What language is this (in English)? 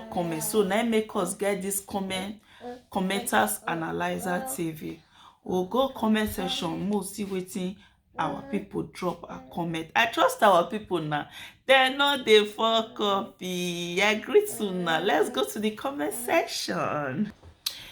Nigerian Pidgin